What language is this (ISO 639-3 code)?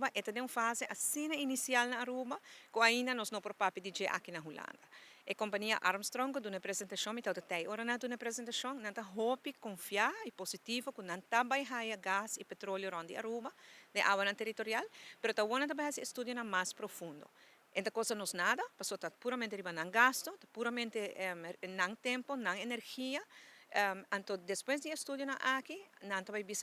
pap